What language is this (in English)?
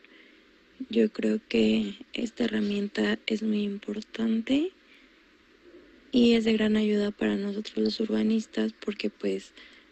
Spanish